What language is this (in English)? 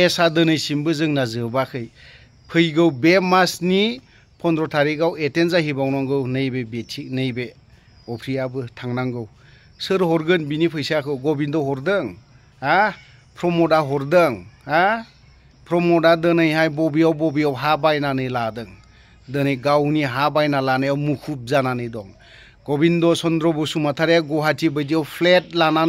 Bodo